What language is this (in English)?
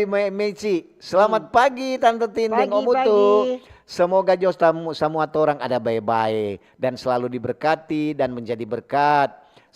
Manado Malay